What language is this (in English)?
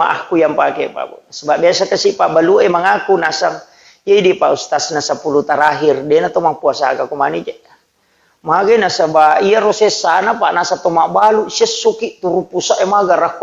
Buginese